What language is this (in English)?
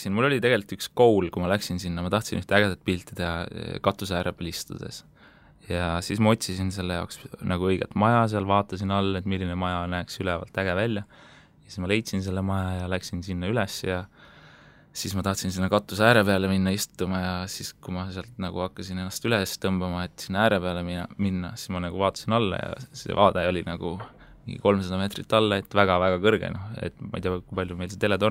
Estonian